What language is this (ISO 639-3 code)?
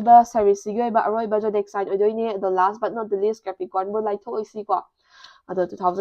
mni